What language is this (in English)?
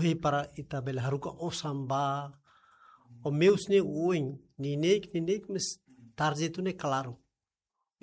Tetum